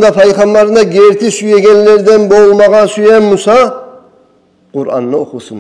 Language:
Kumyk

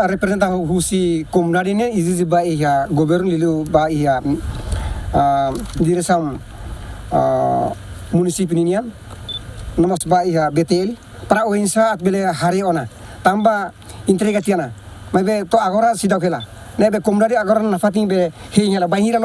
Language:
Tetum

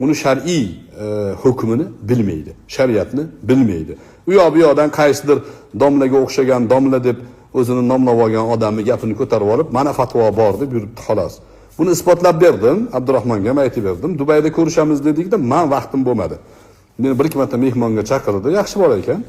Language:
Uzbek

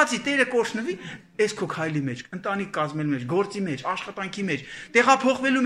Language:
Armenian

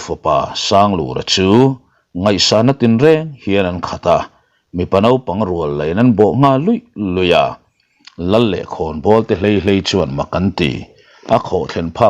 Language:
Mizo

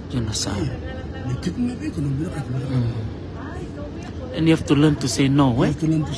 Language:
Fijian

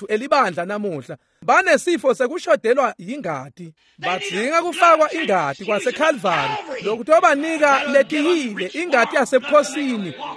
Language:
Swati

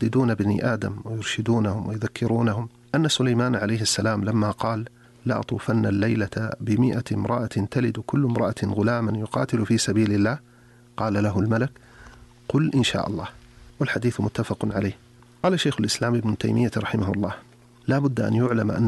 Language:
Arabic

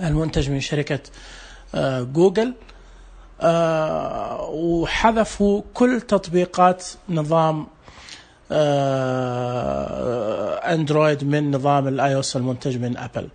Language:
Najdi Arabic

